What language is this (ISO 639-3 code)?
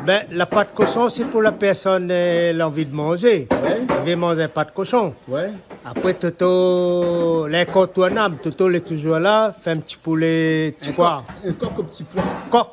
rcf